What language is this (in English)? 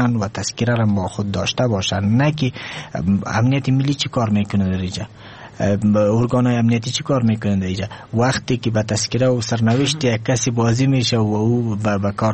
Persian